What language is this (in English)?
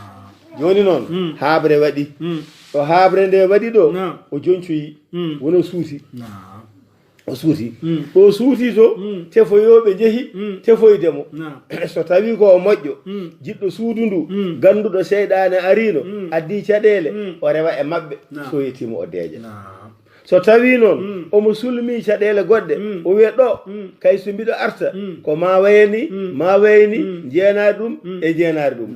Fula